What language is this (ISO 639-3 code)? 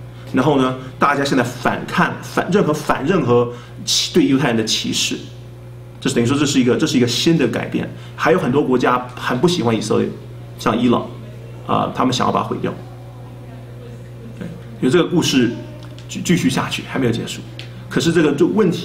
zho